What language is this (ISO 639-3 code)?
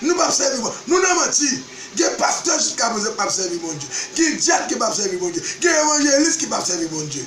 hat